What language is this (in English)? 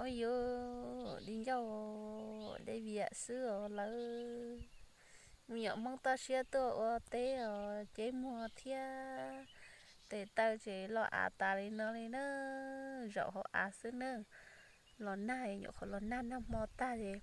Hmong